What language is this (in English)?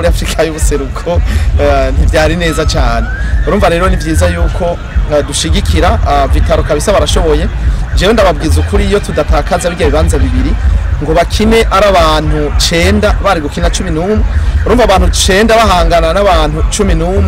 Rundi